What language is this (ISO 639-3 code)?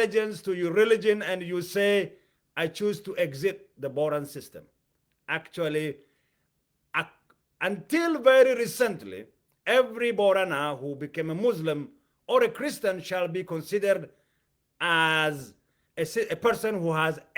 eng